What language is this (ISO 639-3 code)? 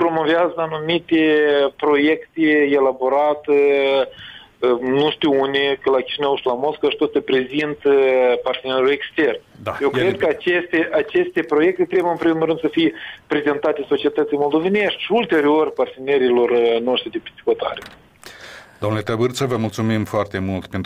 ron